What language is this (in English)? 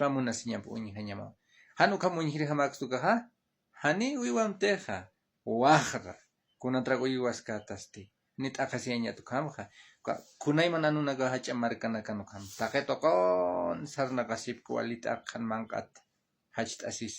Aymara